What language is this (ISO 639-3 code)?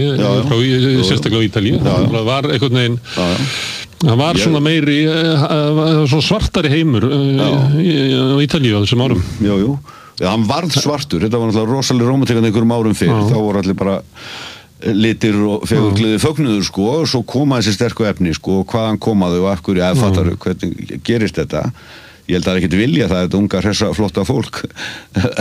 isl